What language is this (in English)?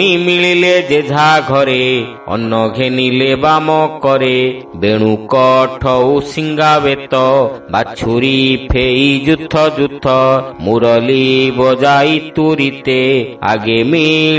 Odia